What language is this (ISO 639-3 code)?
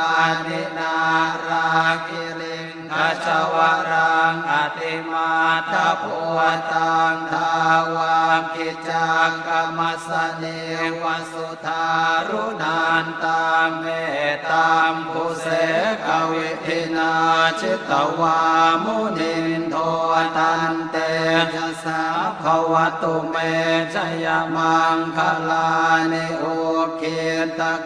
pli